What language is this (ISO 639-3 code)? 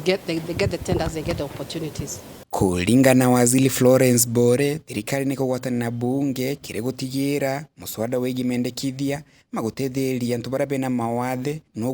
mer